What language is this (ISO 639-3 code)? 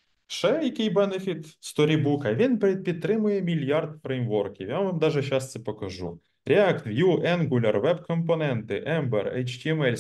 ukr